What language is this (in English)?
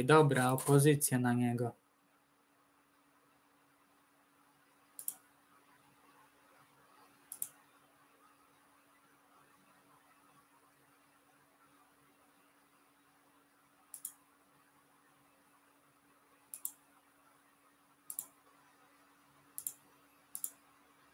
Polish